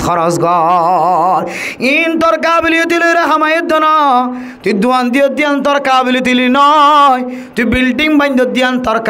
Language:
Rohingya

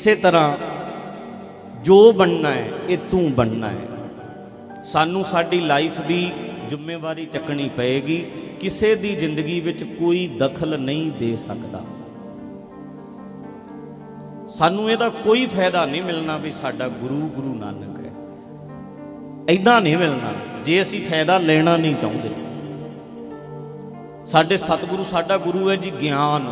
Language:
Punjabi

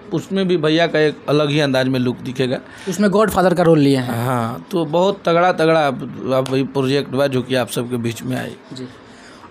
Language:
Bhojpuri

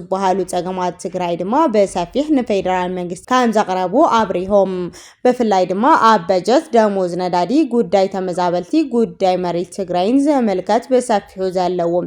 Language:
Tigrinya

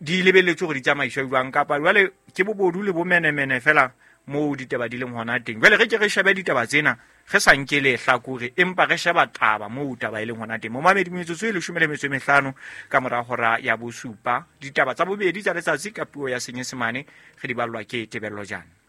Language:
Southern Sotho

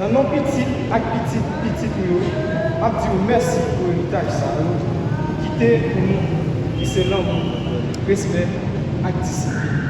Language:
Haitian Creole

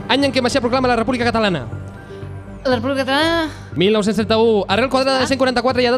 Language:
Catalan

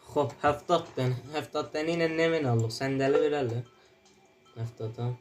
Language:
South Azerbaijani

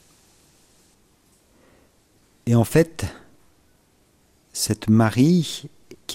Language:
French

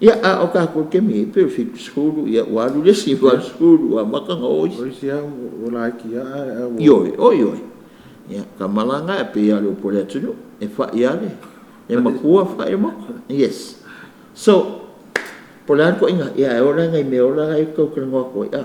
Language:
Samoan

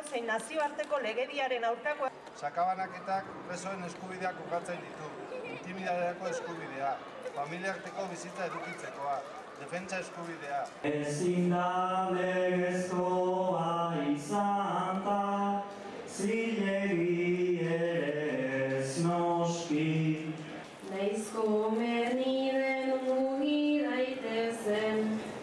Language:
Basque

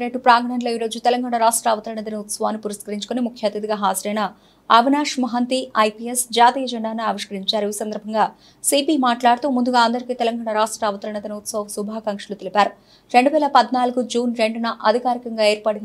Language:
Telugu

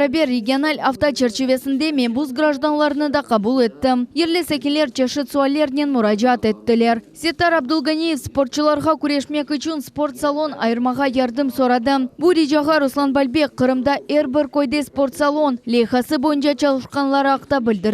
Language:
Crimean Tatar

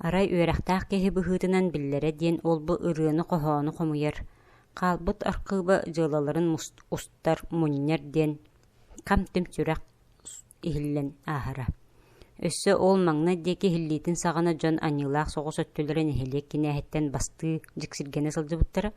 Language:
Yakut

